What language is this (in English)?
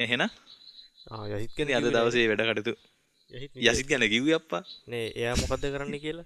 Sinhala